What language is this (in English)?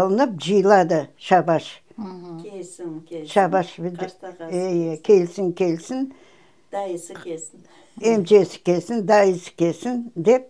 Crimean Tatar